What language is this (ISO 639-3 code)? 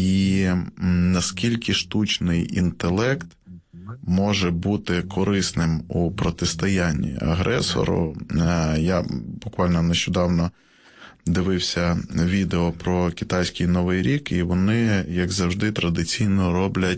ukr